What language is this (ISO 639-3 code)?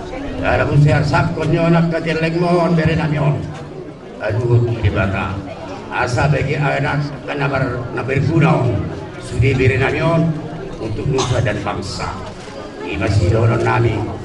bbc